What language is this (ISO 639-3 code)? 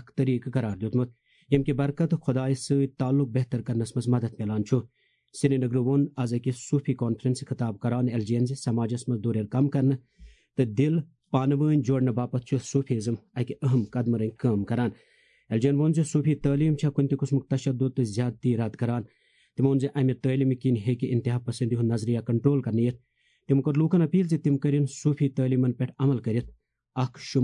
kas